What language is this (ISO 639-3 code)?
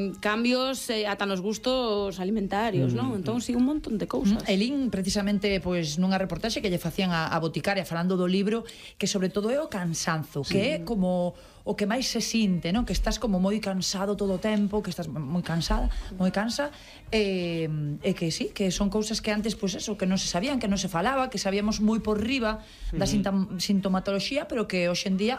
glg